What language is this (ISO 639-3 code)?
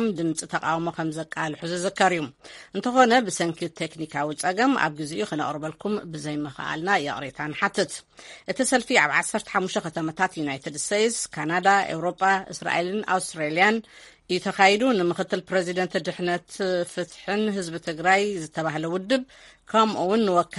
tir